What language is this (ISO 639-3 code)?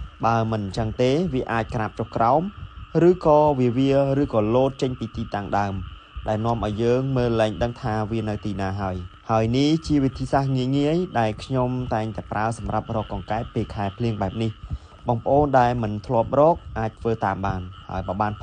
khm